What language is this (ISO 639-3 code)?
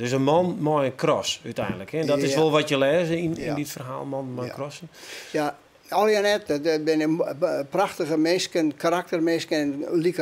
fry